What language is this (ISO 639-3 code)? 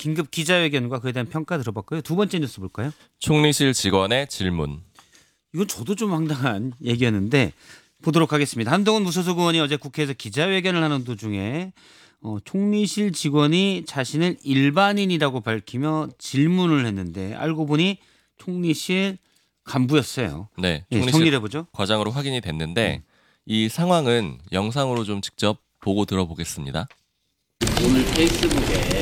kor